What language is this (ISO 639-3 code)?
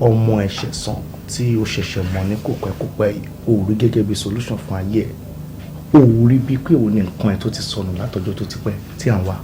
yor